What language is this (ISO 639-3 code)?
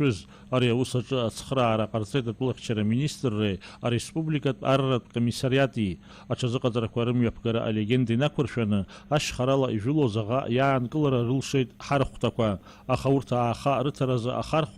abk